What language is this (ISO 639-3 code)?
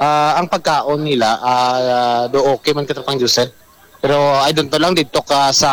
hil